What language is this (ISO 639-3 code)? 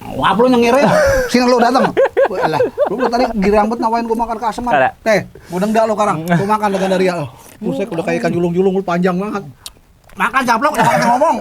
bew